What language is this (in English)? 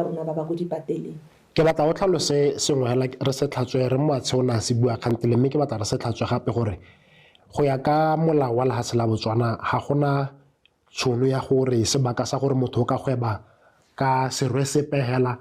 Tswana